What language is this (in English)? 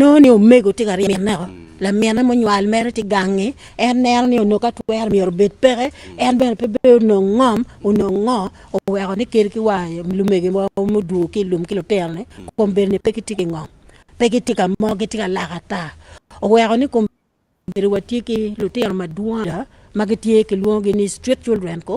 Acoli